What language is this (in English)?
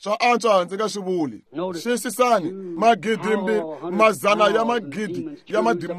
Tsonga